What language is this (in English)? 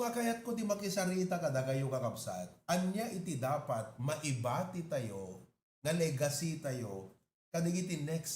Iloko